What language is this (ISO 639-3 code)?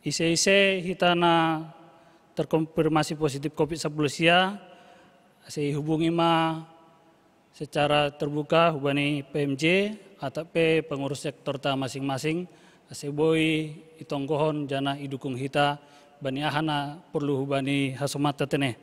bts